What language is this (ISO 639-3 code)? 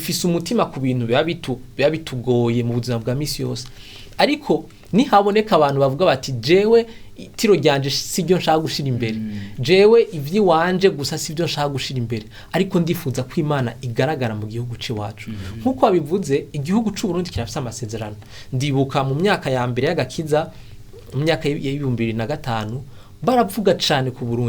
run